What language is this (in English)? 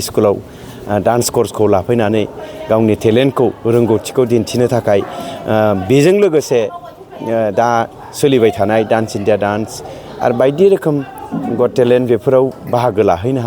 Bodo